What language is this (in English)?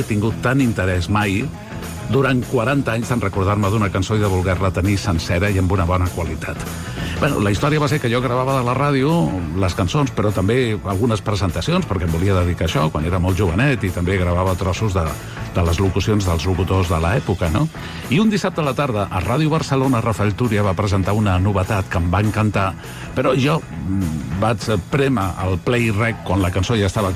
Catalan